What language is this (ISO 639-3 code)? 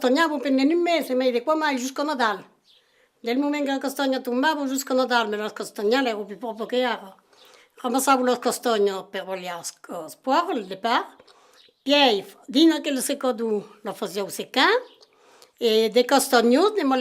oci